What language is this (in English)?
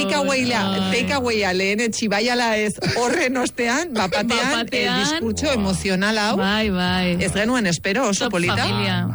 Basque